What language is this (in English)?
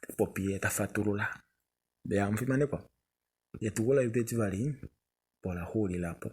Kuanyama